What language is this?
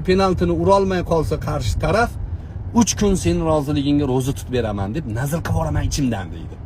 Uzbek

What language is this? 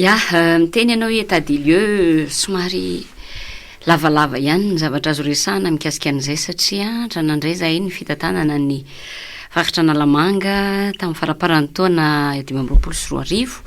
Malagasy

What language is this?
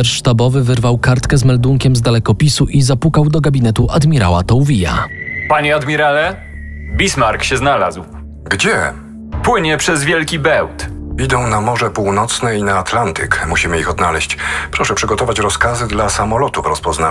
Polish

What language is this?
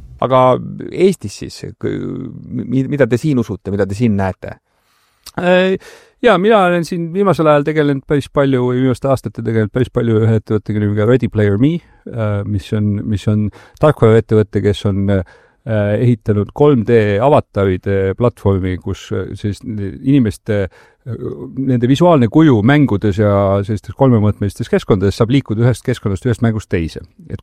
Estonian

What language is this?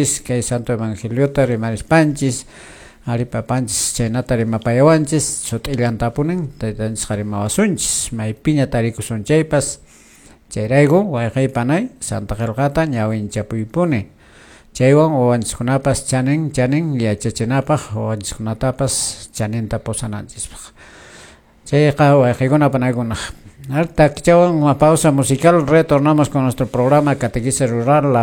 Quechua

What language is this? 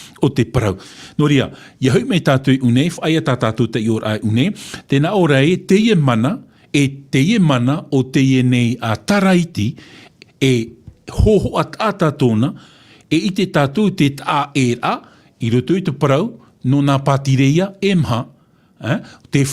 Tahitian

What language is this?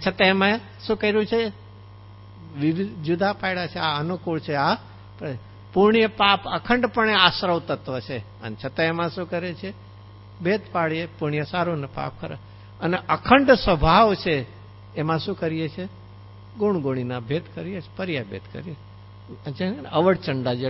Gujarati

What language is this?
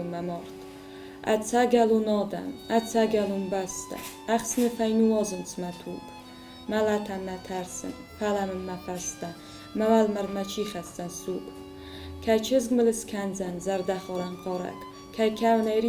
Ossetic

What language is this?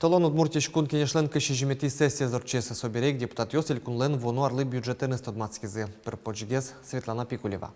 Udmurt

